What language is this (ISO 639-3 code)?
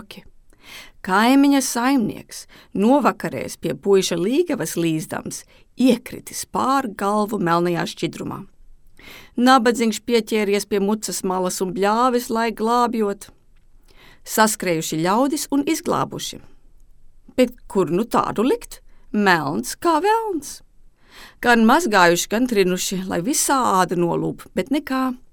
lav